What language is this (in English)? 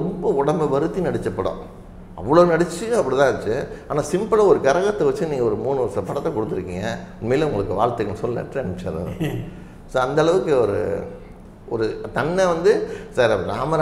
Tamil